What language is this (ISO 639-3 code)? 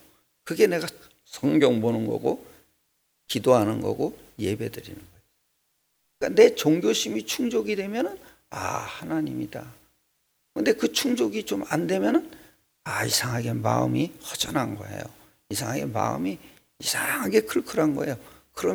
kor